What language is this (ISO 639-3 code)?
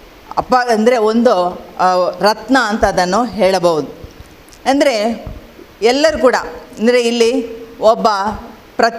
kan